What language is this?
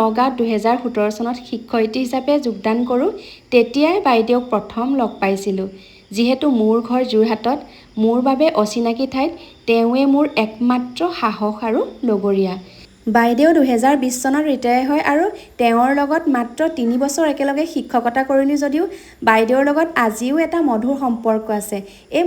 Assamese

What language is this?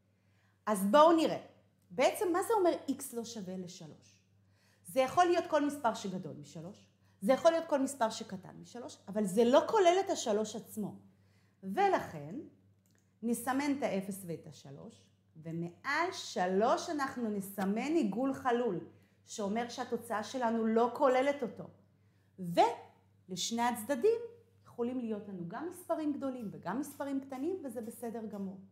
Hebrew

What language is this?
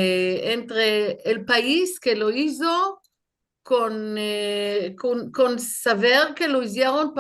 Ladino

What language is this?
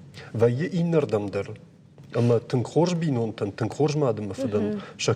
Ossetic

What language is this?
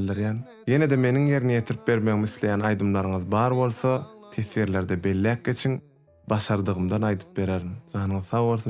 Turkmen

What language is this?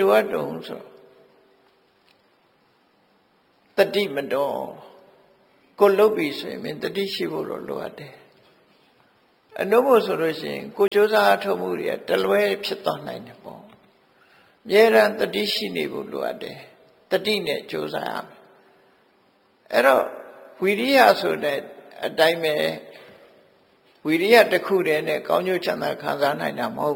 Burmese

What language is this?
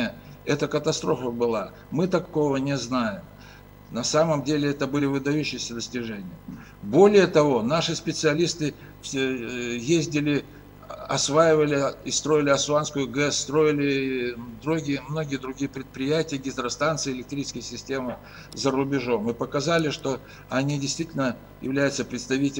Russian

